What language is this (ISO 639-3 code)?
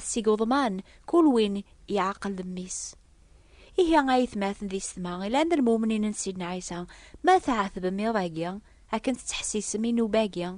kab